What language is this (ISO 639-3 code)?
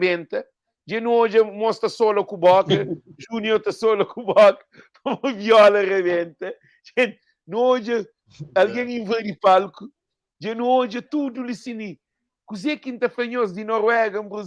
kea